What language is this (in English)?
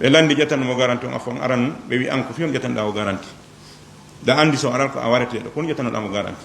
Fula